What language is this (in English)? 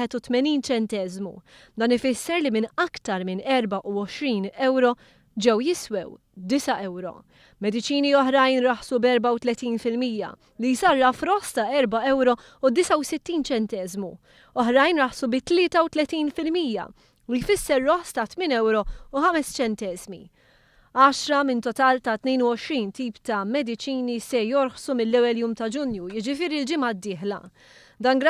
Maltese